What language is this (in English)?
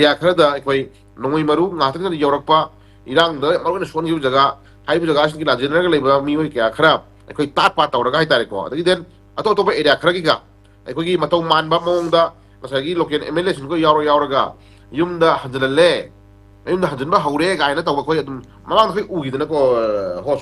Manipuri